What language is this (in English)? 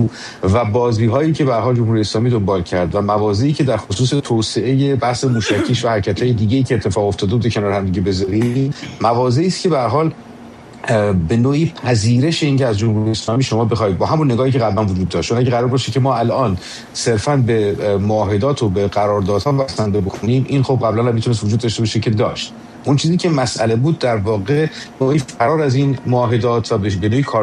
Persian